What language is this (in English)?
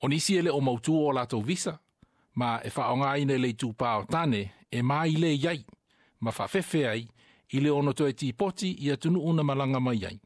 Samoan